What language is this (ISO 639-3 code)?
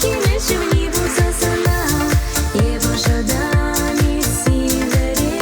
chv